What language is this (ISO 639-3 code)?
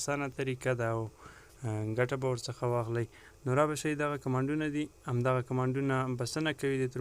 pus